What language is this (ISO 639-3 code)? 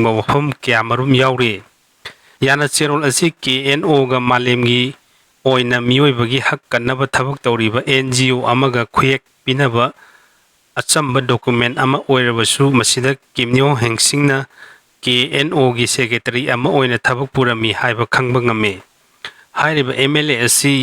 mni